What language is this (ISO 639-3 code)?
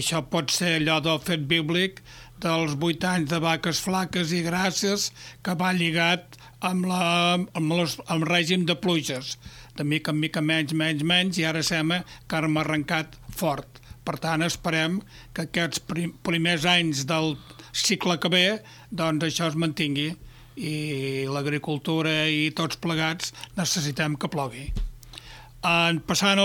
cat